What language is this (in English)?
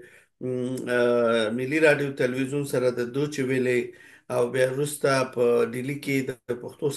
Pashto